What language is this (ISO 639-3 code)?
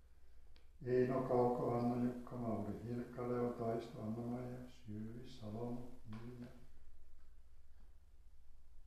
fin